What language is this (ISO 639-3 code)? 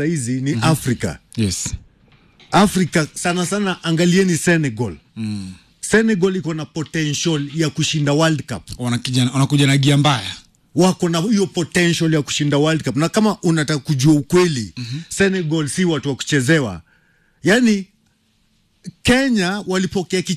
swa